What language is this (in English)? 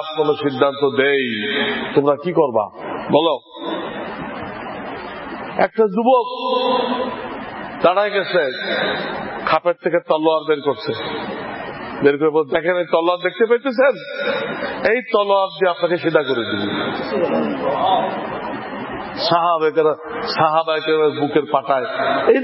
Bangla